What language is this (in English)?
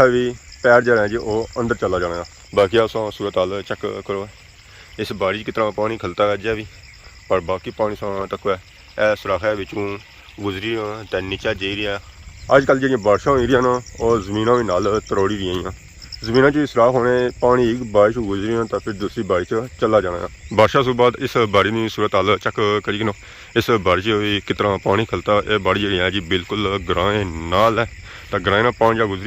Pahari-Potwari